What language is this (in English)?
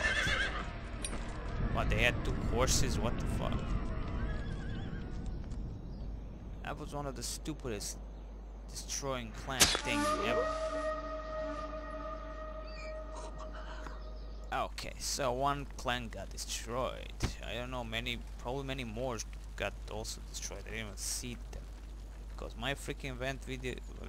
English